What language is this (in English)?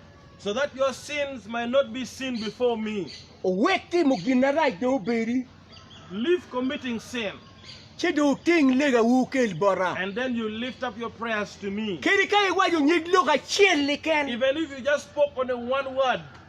Acoli